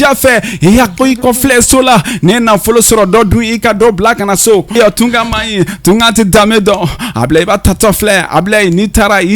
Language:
Bambara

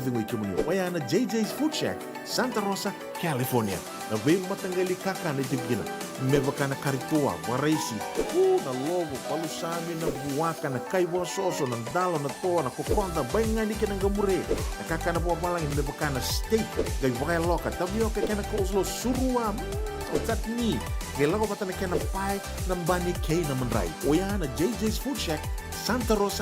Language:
Fijian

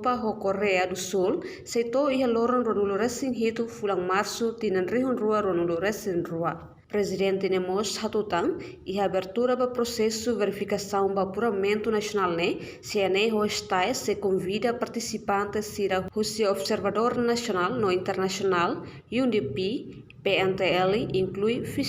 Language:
Tetum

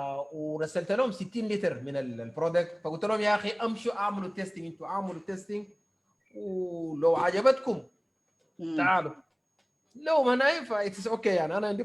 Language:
Sudanese Arabic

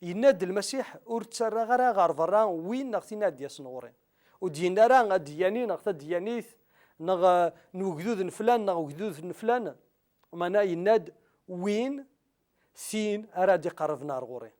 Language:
Kabyle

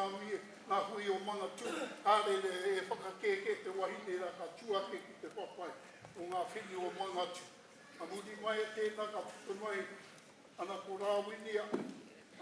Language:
Māori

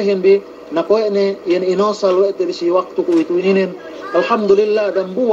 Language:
Yakan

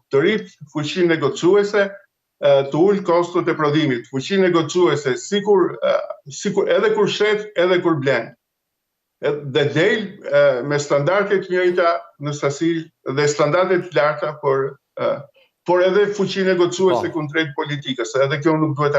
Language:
Albanian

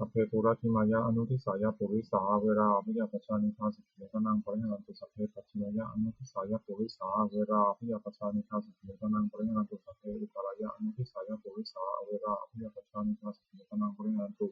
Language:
Pali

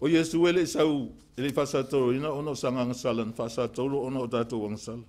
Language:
Samoan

